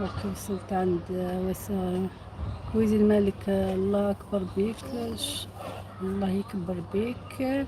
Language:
Algerian Arabic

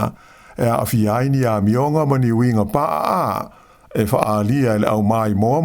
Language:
Samoan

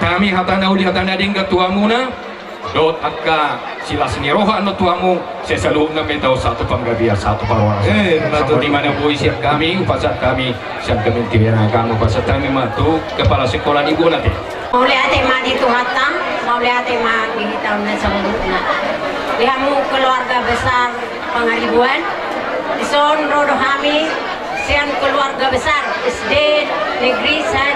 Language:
Batak Toba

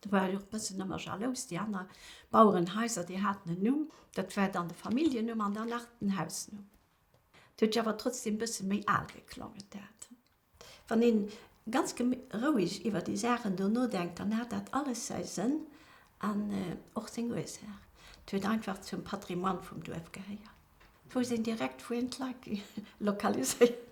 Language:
Luxembourgish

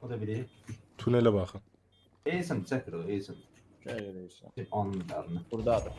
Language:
South Azerbaijani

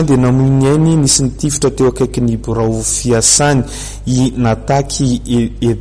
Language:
Malagasy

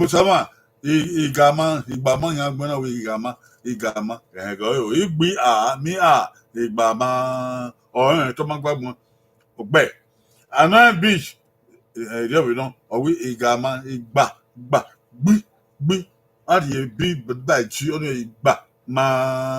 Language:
Bini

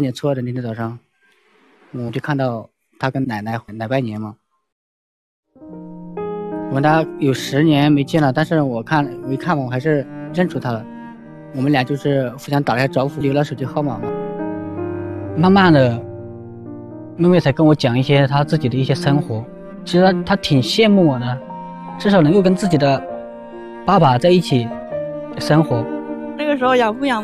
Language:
Chinese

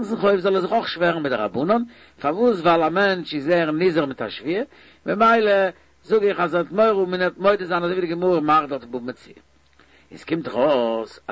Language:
Yiddish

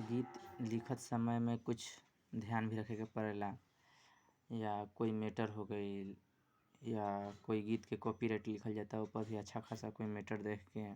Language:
Bhojpuri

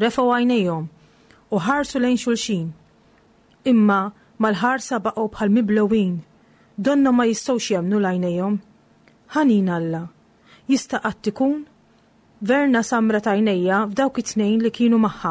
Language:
Maltese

